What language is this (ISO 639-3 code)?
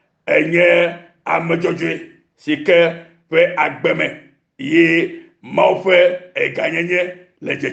ewe